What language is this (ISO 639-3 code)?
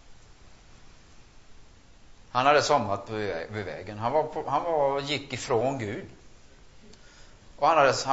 swe